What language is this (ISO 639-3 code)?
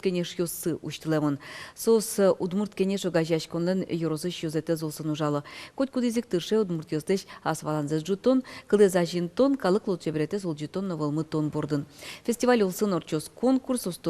udm